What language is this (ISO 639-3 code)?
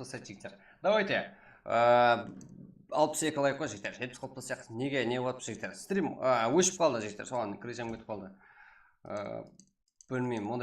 kaa